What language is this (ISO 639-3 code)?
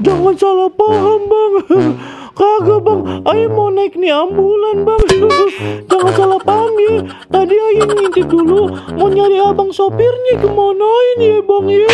bew